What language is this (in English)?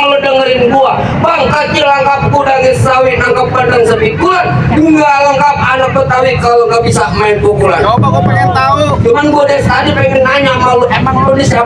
Betawi